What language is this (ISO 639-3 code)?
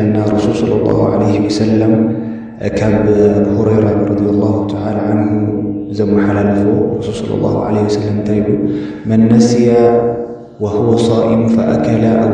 tir